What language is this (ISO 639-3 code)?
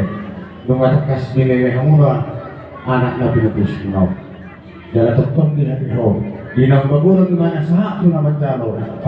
bbc